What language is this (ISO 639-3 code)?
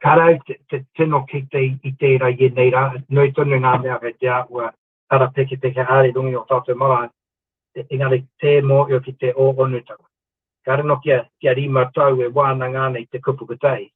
mri